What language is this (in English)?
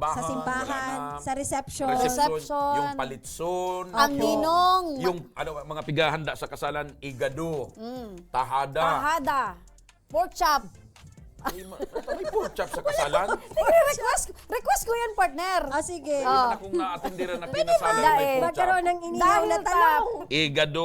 Bikol